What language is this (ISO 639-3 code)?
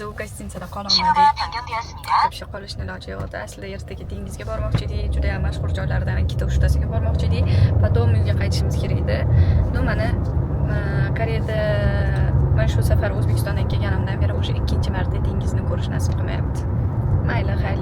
uzb